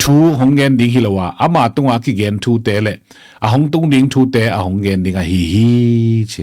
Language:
Tedim Chin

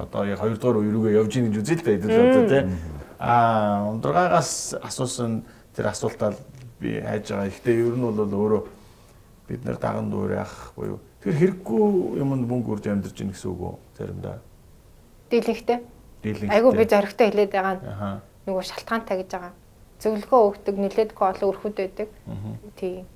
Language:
Mongolian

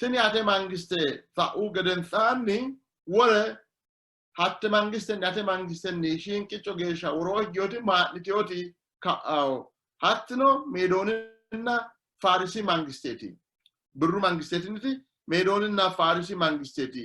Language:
Sidamo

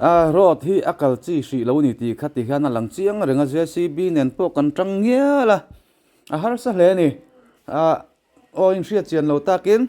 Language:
Mizo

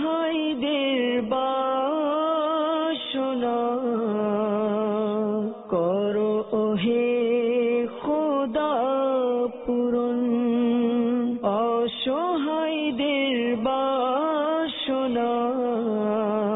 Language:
Bangla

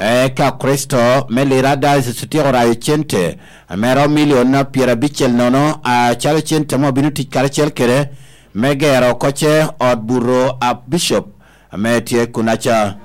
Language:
Lango (Uganda)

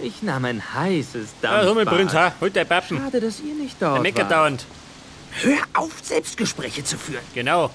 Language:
Bavarian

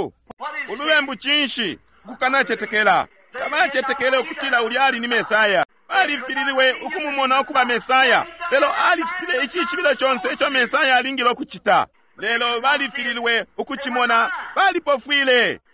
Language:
Bemba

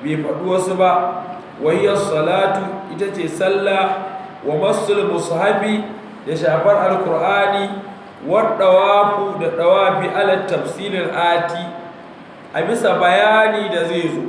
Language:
Hausa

